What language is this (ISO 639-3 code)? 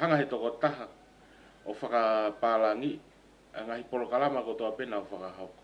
ton